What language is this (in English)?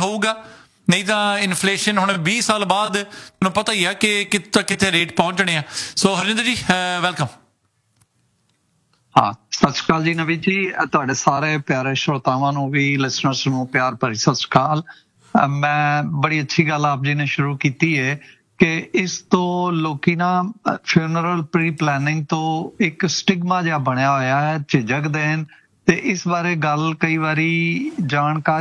Punjabi